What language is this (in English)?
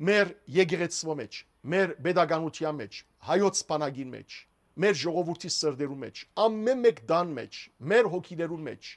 Western Armenian